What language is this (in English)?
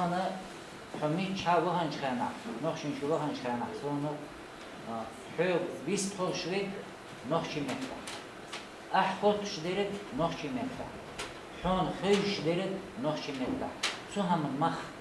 Chechen